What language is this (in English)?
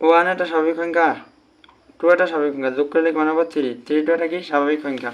Assamese